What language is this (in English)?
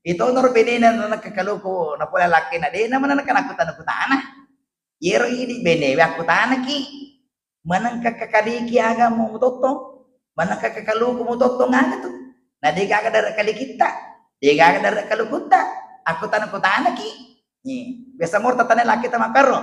Buginese